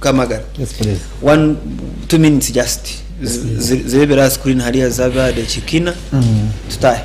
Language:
Nyankole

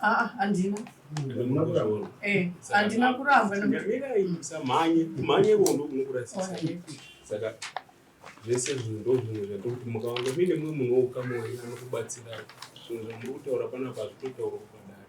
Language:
Shona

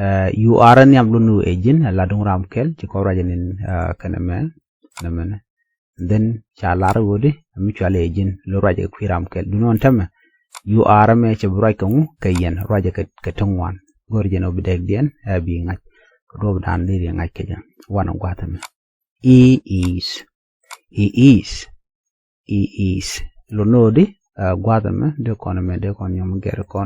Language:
Nuer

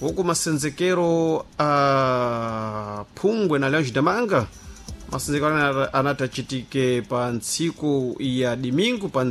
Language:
Sena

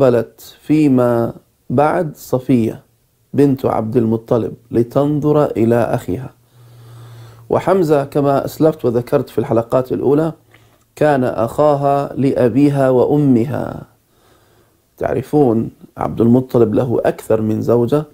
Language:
Arabic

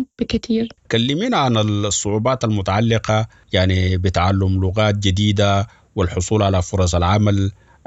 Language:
Sudanese Arabic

